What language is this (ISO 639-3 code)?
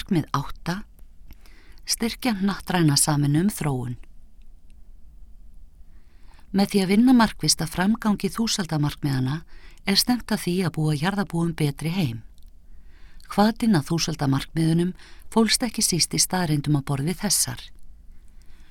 isl